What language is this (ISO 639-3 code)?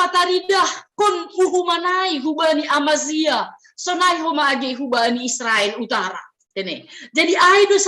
bts